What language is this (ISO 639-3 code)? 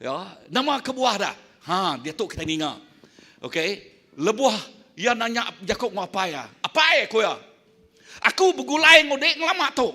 iba